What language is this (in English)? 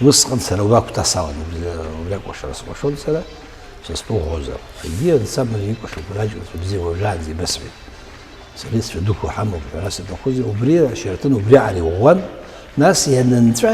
Abkhazian